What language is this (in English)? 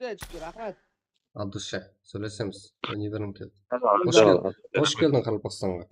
Kara-Kalpak